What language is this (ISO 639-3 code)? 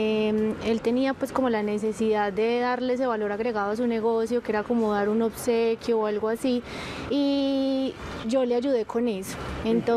spa